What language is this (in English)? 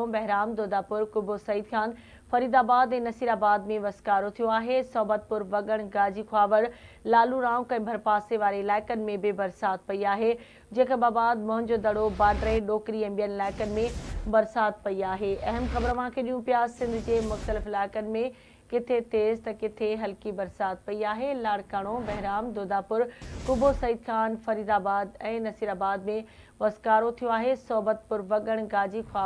Sindhi